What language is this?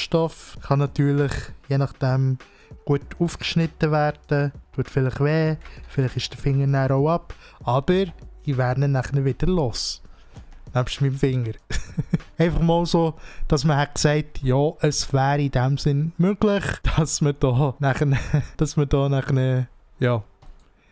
Swiss German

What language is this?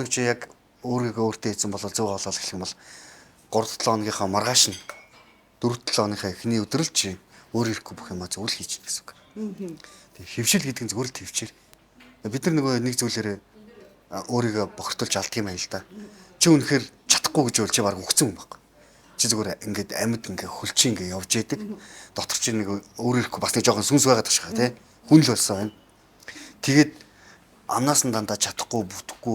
Mongolian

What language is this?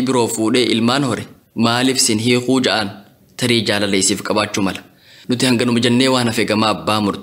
Oromo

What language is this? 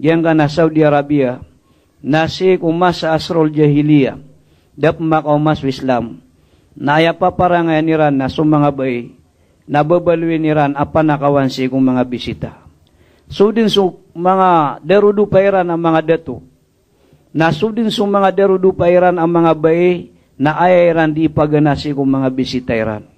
Maranao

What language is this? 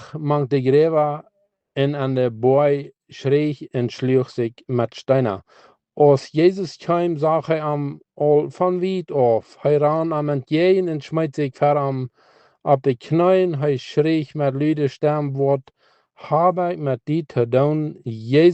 Plautdietsch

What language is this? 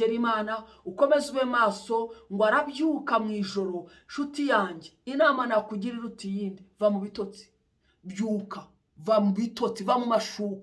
Kinyarwanda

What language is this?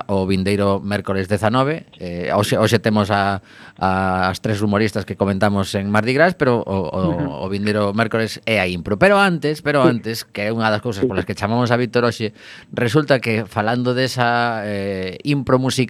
Galician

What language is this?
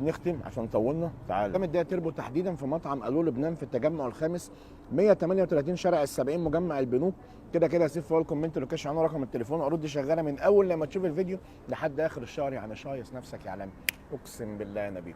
Egyptian Arabic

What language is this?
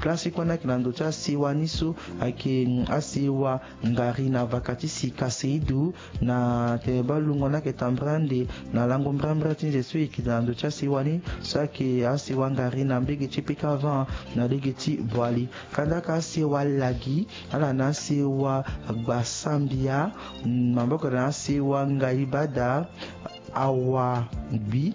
Sango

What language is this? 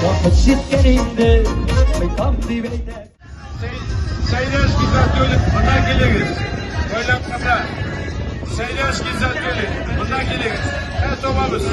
Tatar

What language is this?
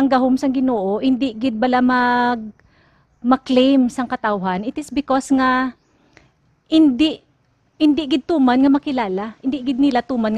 Hiligaynon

